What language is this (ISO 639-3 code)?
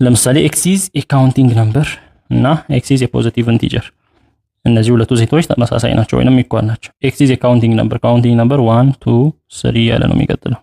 amh